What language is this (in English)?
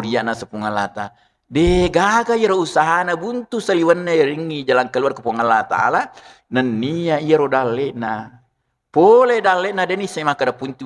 Buginese